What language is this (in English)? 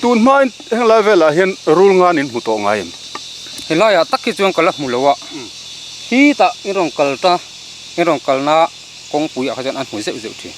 Mizo